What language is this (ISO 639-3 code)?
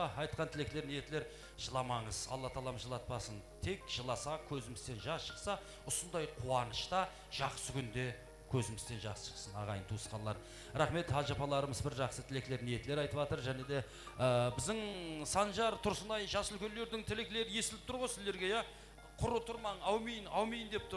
kaa